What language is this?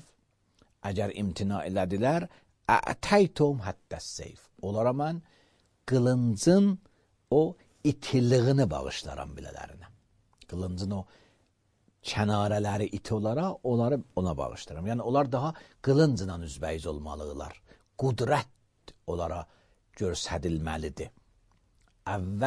Azerbaijani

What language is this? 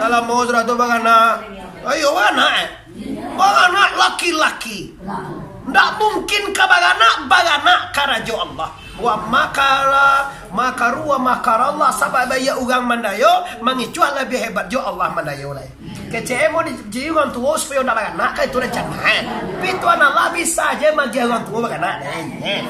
Minangkabau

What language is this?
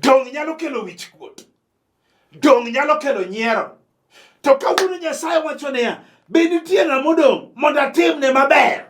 Luo (Kenya and Tanzania)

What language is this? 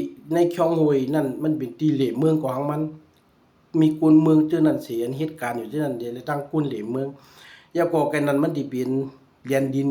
Shan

